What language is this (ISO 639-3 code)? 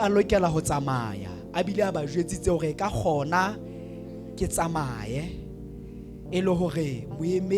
sot